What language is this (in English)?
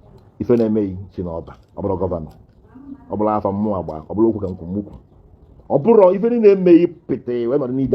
Igbo